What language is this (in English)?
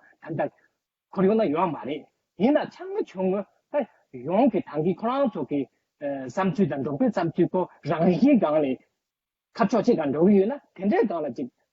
Tibetan